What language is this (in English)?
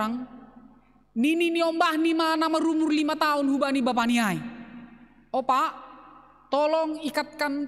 Batak Simalungun